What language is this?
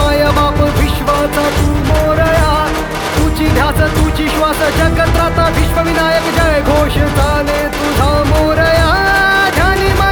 Marathi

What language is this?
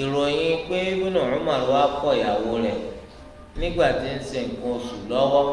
Yoruba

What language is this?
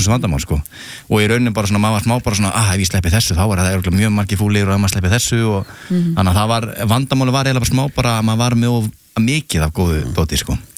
Icelandic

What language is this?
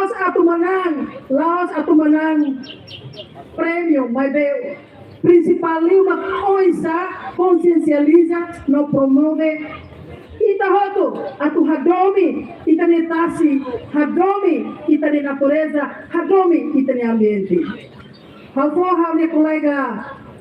Tetum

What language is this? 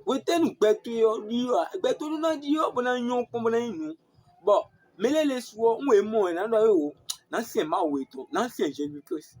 Fon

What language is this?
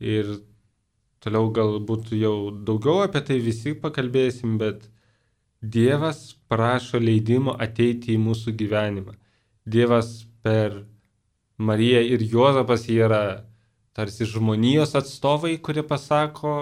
Lithuanian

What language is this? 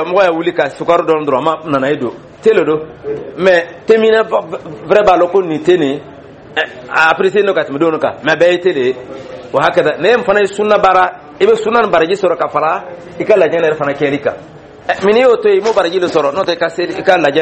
Dyula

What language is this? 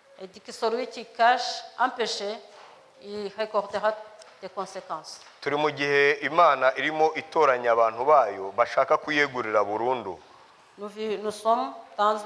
Kinyarwanda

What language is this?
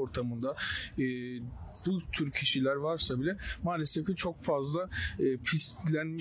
Turkish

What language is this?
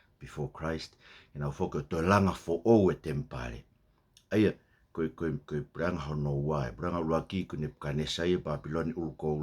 Tongan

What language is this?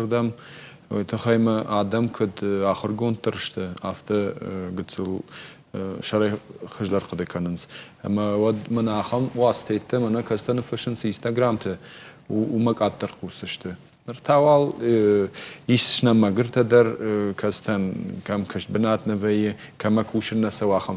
Ossetic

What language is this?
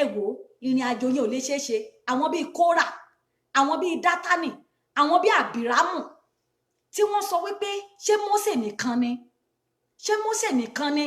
Yoruba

